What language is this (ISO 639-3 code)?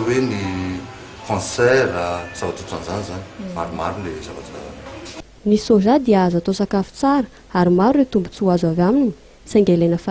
mlg